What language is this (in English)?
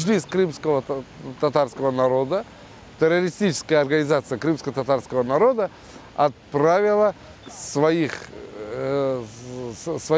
Crimean Tatar